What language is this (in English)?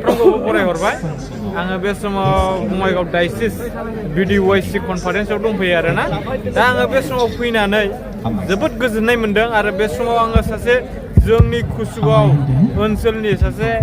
Bodo